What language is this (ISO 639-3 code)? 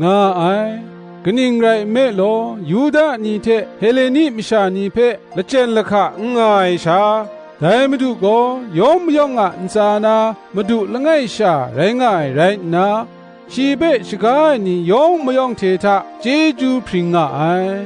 kac